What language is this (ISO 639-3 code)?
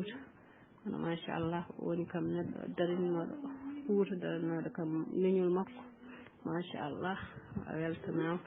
ful